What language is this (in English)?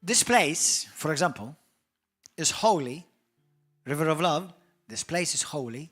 English